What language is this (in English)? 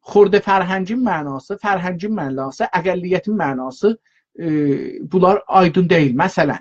South Azerbaijani